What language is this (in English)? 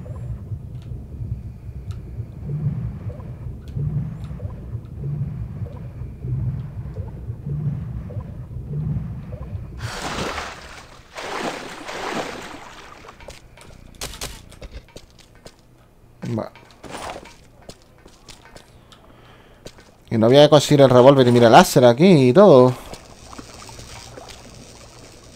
Spanish